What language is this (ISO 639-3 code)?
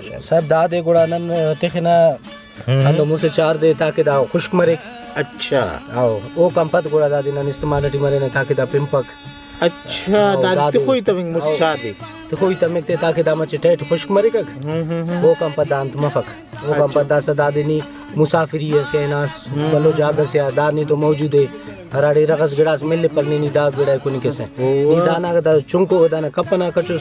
brh